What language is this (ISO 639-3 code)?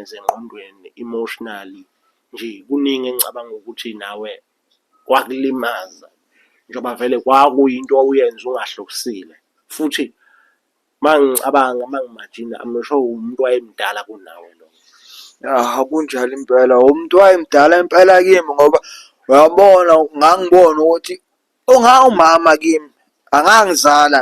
zul